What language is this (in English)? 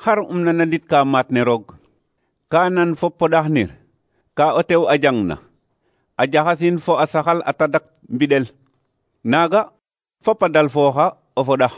Serer